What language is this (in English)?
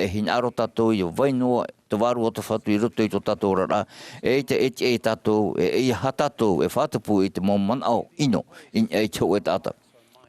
Tahitian